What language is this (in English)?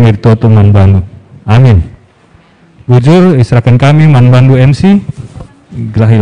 Batak Karo